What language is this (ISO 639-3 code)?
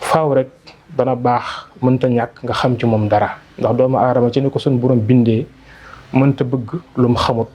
wol